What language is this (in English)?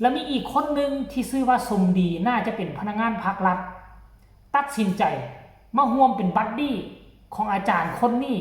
Lao